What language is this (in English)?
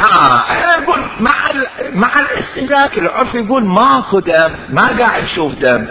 Mesopotamian Arabic